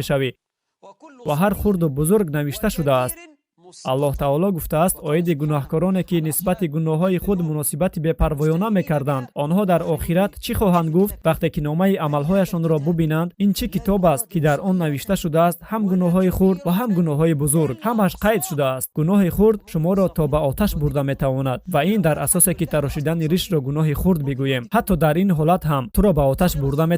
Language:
Tajik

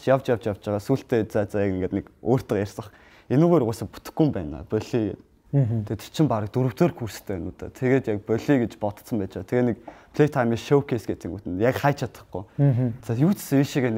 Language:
Mongolian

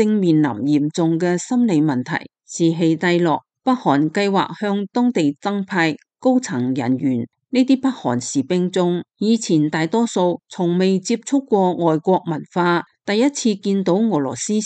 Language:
Cantonese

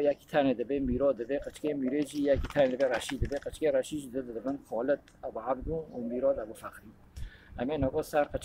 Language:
Kurdish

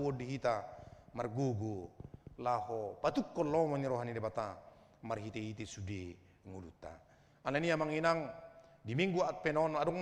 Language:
Batak Toba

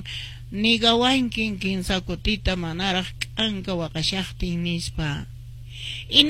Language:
Quechua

